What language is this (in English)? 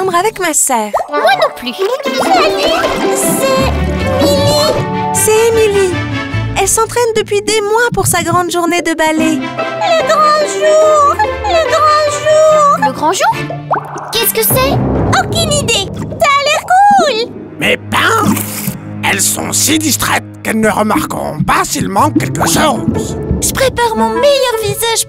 French